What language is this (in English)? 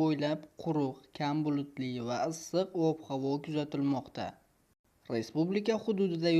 Uzbek